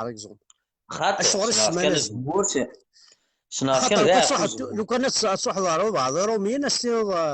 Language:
Kabyle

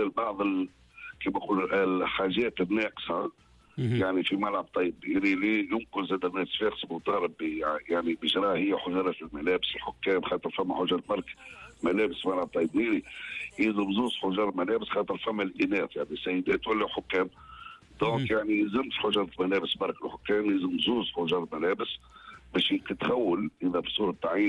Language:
Tunisian Arabic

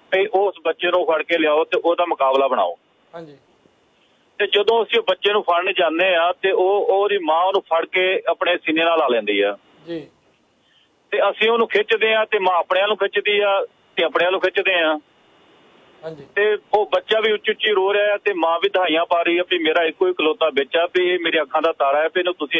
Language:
Punjabi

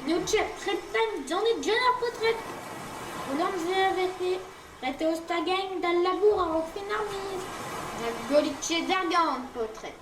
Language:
Breton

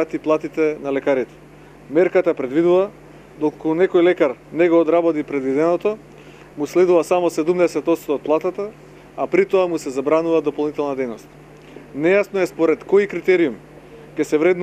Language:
Macedonian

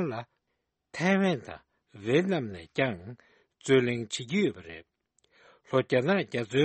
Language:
Tibetan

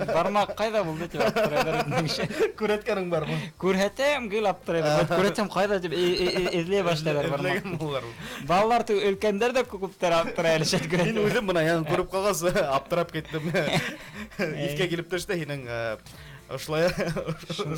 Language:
Bashkir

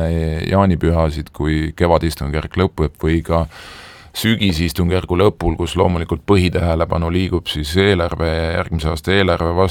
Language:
Estonian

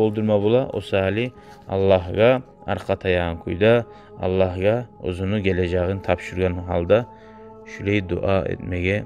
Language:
Kumyk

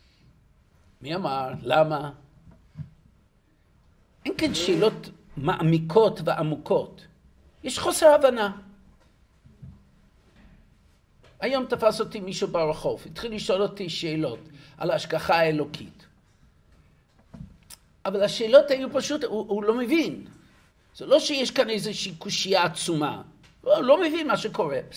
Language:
Hebrew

